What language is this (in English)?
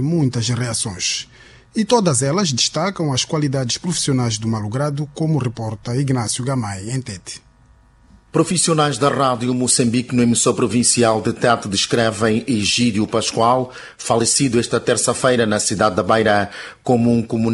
Portuguese